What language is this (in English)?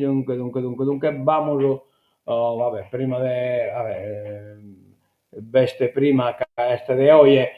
Sardinian